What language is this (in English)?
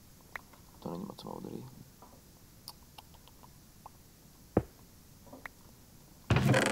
Czech